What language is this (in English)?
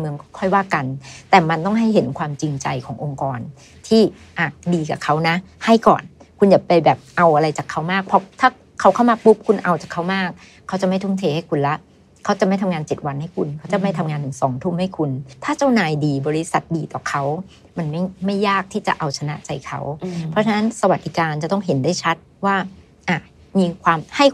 Thai